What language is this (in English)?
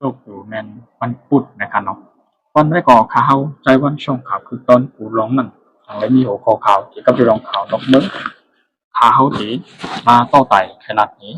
Shan